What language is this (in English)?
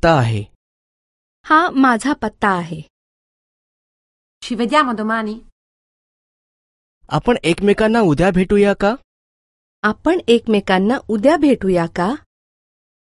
Marathi